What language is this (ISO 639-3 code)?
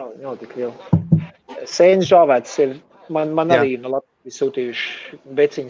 lav